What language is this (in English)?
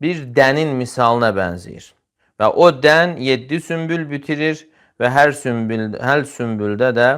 Azerbaijani